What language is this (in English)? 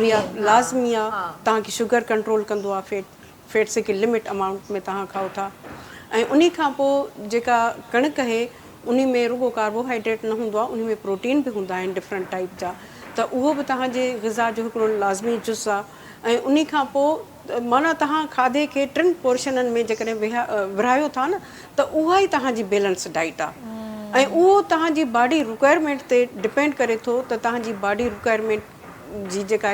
Sindhi